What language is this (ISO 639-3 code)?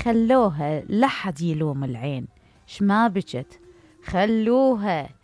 acm